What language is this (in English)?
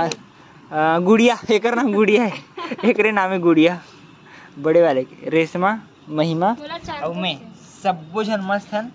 Chhattisgarhi